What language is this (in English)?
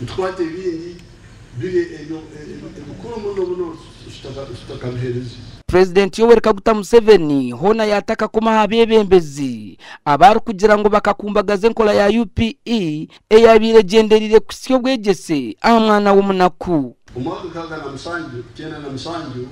Nyankole